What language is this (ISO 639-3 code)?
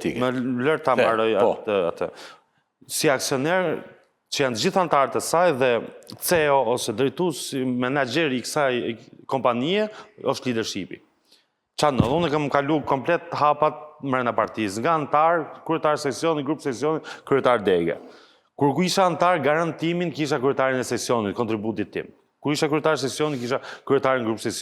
sqi